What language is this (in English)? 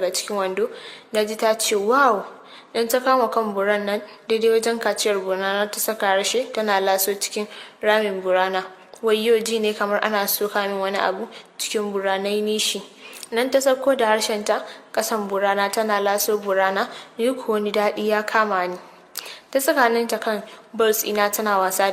Hausa